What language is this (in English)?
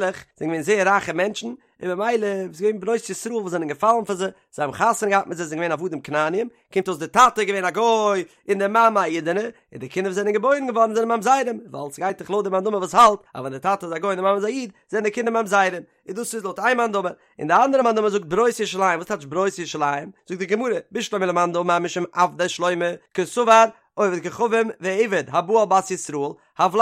Yiddish